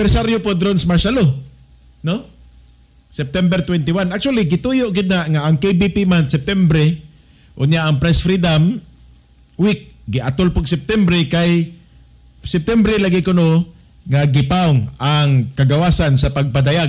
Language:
Cebuano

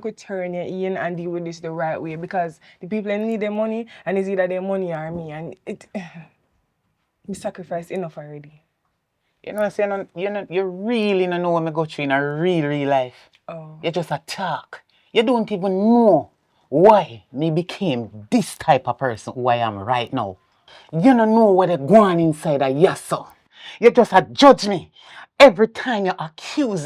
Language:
Jamaican Creole English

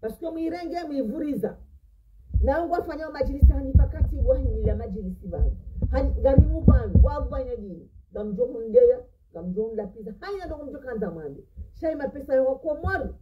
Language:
Ngazidja Comorian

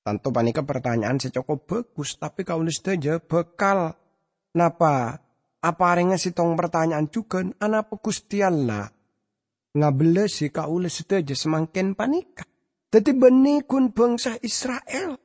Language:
Madurese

